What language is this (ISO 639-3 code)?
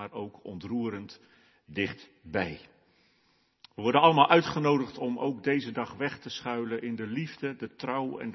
nld